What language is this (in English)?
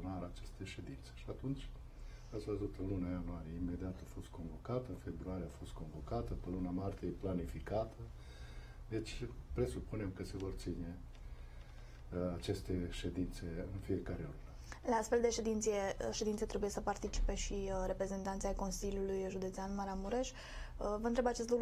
Romanian